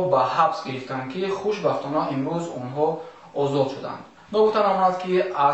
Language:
Tajik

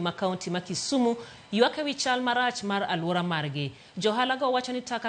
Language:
Luo (Kenya and Tanzania)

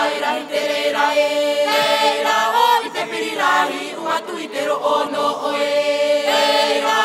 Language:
Tahitian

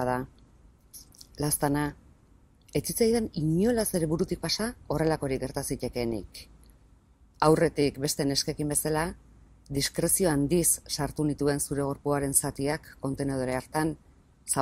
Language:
Basque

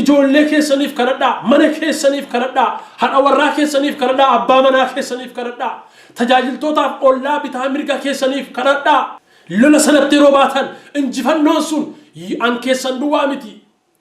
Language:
Oromo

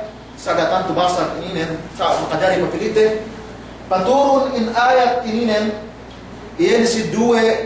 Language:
Yakan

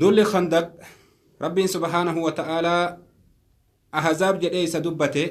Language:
Oromo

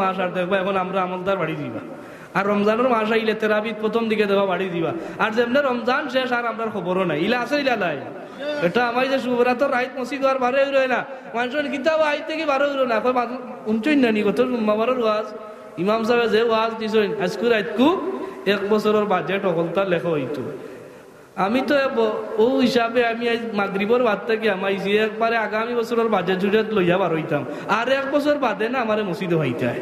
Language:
Sylheti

